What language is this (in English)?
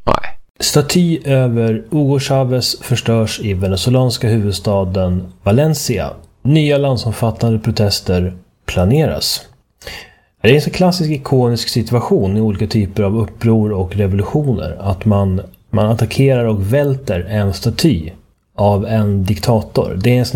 Swedish